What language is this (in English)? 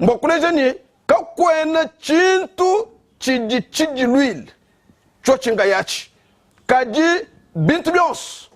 Luba-Lulua